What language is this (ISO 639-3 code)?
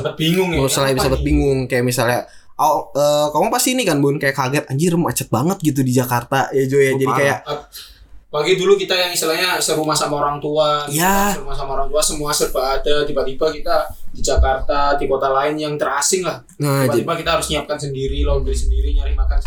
ind